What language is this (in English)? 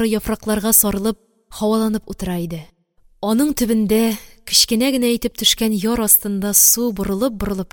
Tatar